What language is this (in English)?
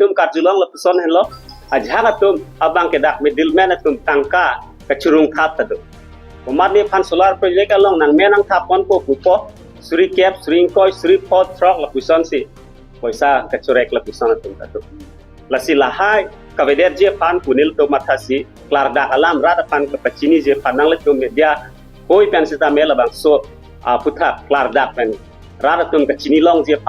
Karbi